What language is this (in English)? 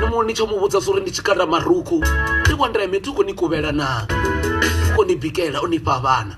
Venda